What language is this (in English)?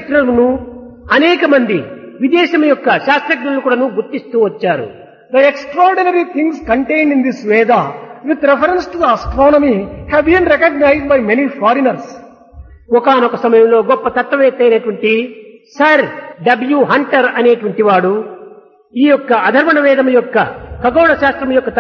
Telugu